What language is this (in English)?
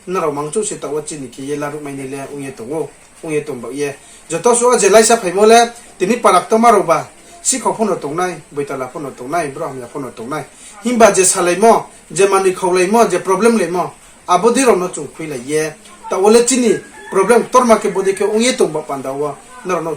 Riang (India)